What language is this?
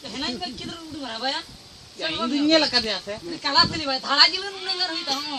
Santali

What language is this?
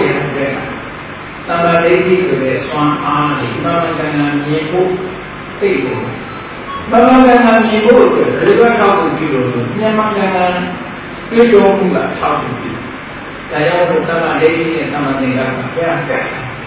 Burmese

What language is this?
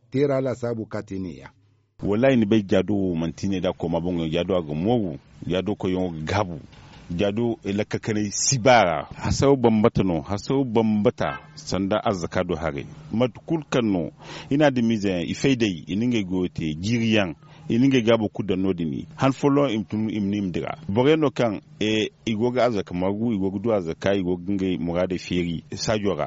Zarma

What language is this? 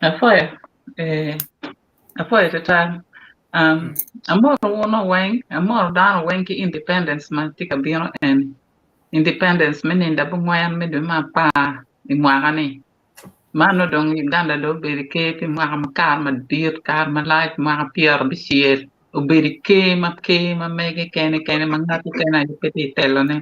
Acoli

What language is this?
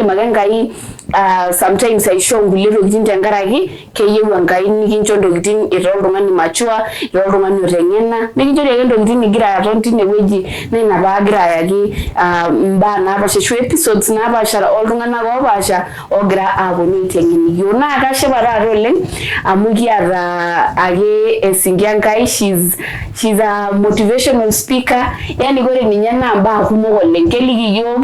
Masai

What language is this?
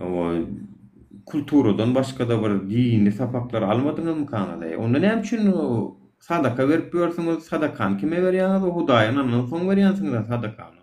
Turkmen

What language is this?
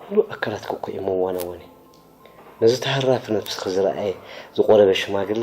Tigrinya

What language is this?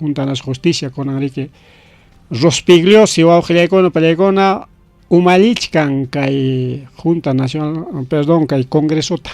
Ayacucho Quechua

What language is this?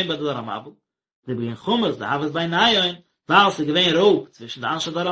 Yiddish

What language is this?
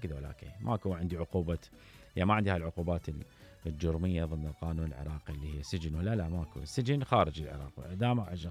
Mesopotamian Arabic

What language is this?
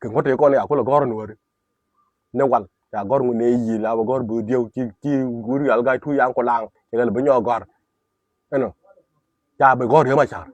Nuer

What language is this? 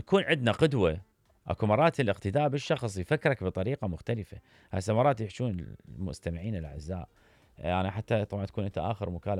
Mesopotamian Arabic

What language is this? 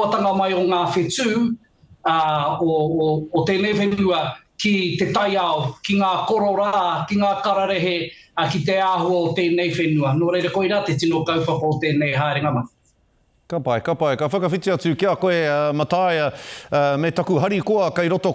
Māori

